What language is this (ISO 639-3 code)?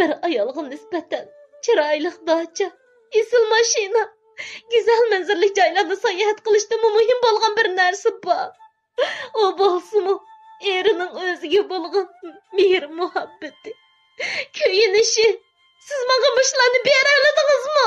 uig